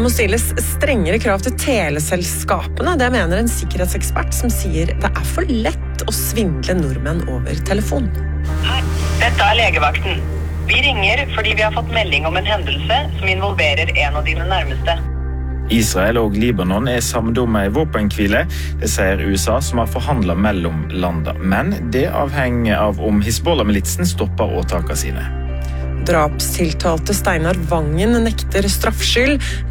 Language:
Norwegian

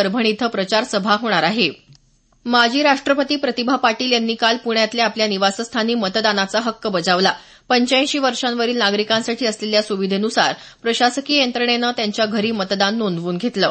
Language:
Marathi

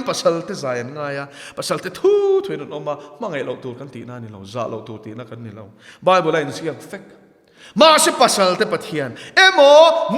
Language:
Mizo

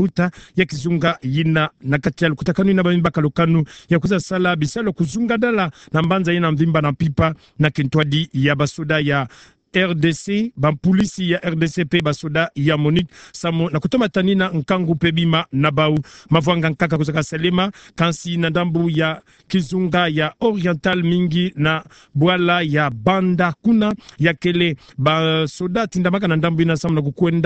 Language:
Kituba (Democratic Republic of Congo)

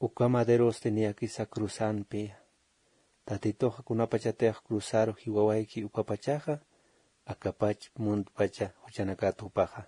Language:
Aymara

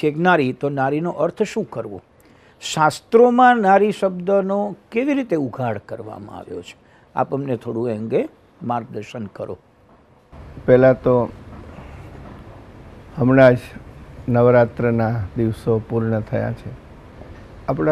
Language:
Gujarati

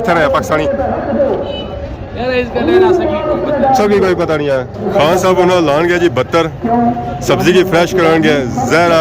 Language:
Pahari-Potwari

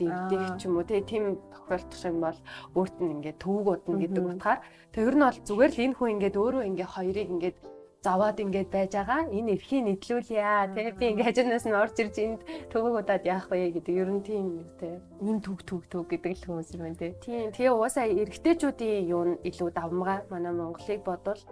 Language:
Mongolian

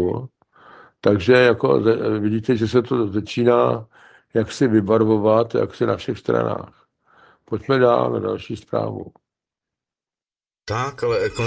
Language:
Czech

